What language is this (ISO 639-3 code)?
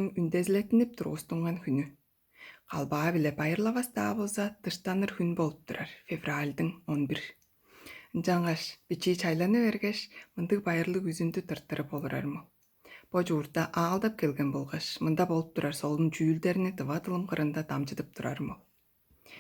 tyv